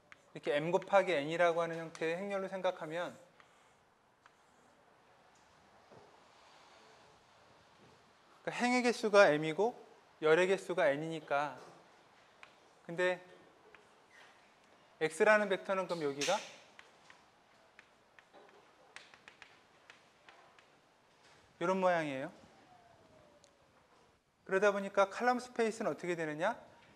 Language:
Korean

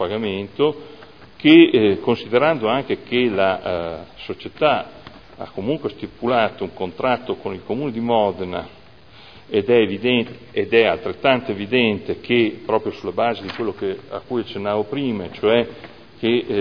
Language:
Italian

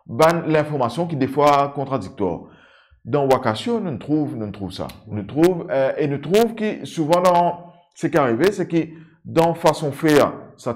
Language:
Morisyen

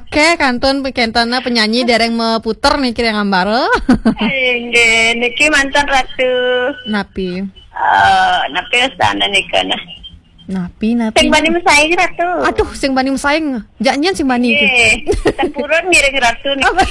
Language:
Balinese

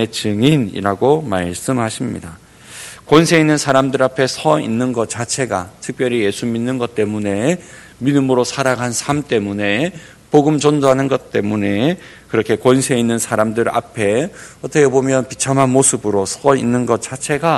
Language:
Korean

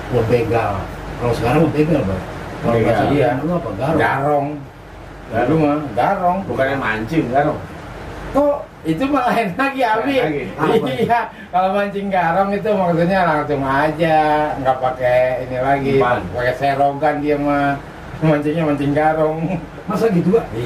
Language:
Betawi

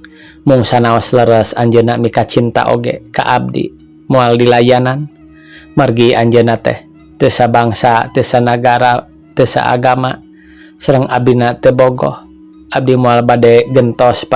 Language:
Sundanese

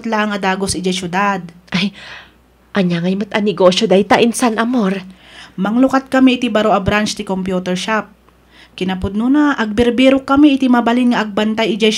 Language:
Iloko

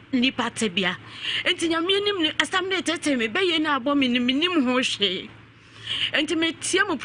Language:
Akan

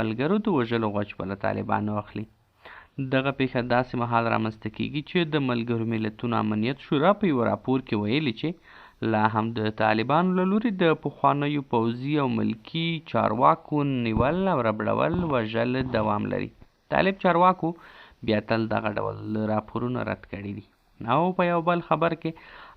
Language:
Pashto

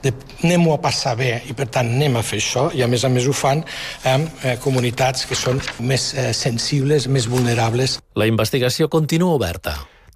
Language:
Catalan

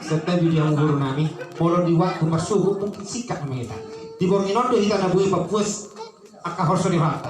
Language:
Batak Toba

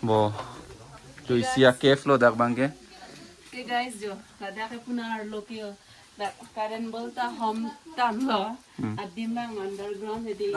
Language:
Karbi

